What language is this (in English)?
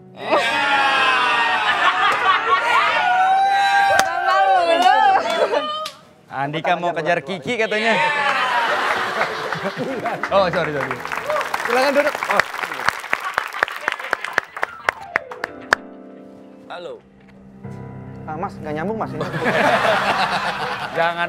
Indonesian